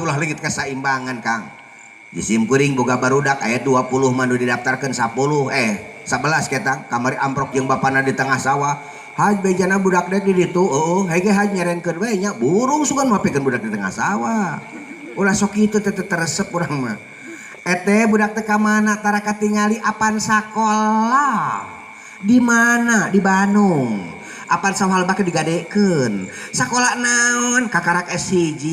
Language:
Sundanese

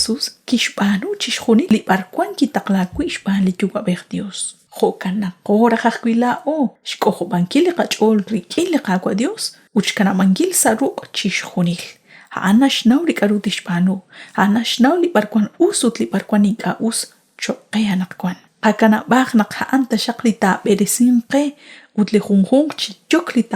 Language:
Kekchí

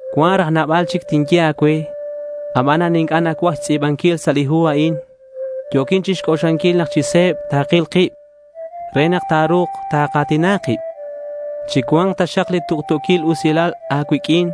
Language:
Kekchí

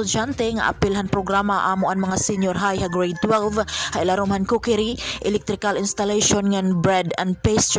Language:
Waray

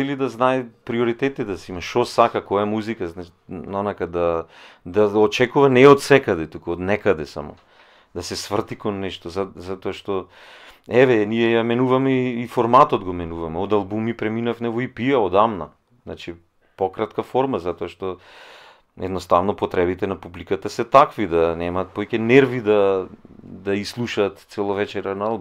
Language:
Macedonian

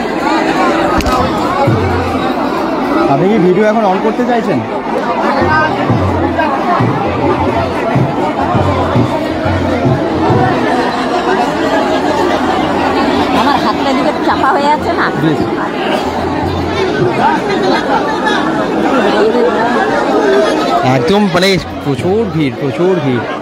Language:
Bangla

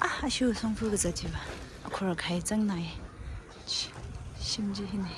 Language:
Tangkhul Naga (India)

